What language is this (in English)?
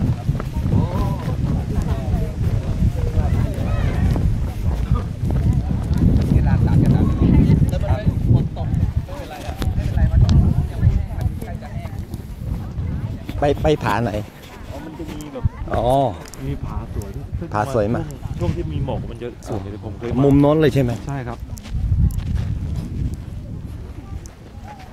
Thai